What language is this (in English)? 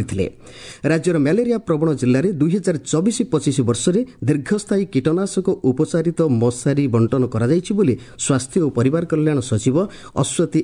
Odia